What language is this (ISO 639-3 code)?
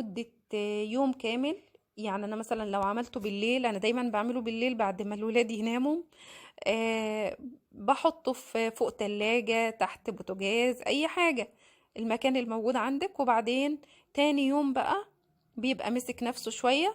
arz